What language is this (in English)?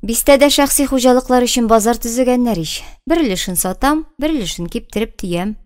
Tatar